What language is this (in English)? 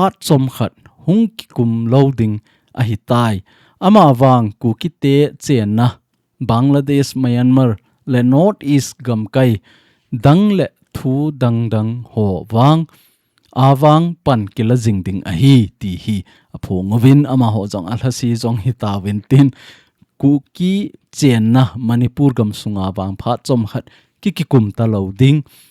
Thado Chin